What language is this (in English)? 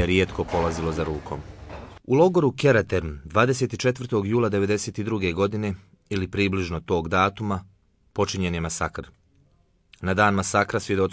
Bosnian